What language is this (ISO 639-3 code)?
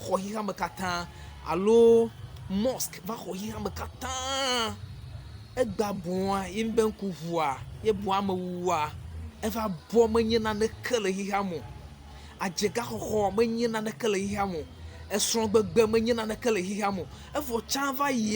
ewe